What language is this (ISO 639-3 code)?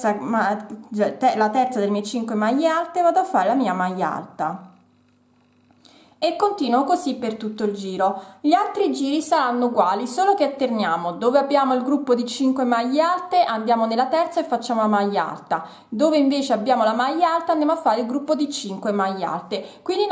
ita